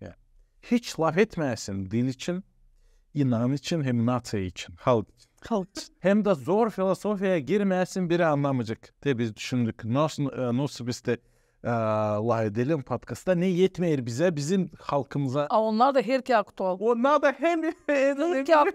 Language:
Gagauz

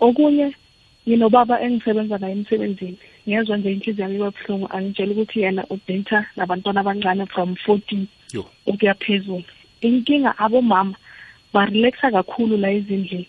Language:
South Ndebele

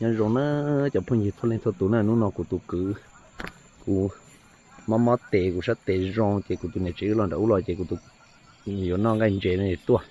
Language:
Hmong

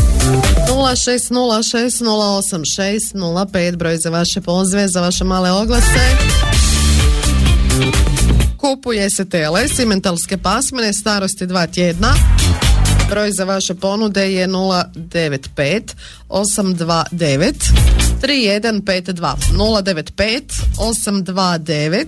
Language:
Croatian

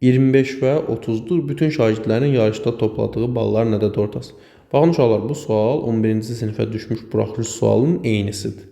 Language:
Azerbaijani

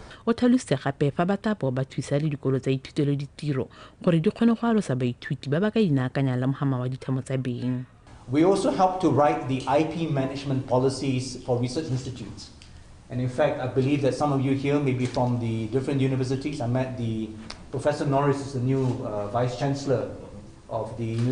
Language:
Tswana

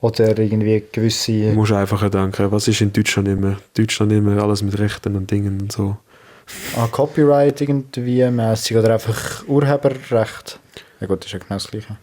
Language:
Swiss German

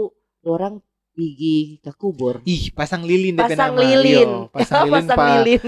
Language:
Manado Malay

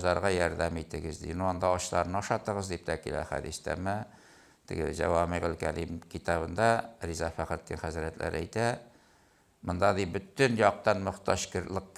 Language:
Tatar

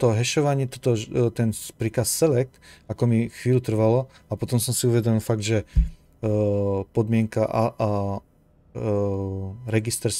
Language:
Slovak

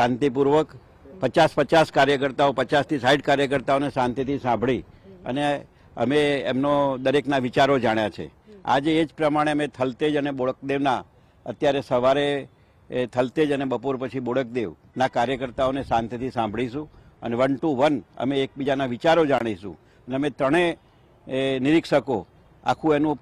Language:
Gujarati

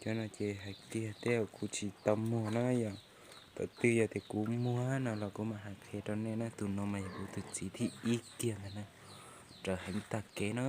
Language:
Hmong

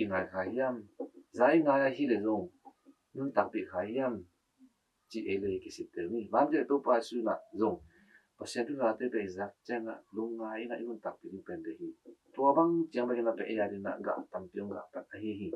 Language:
Tedim Chin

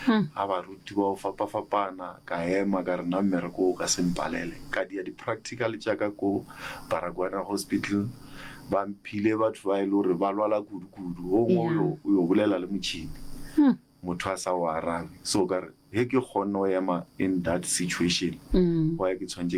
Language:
Northern Sotho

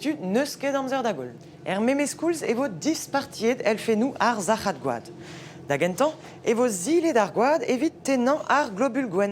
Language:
Breton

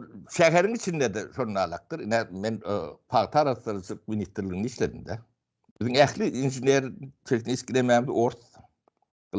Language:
Turkmen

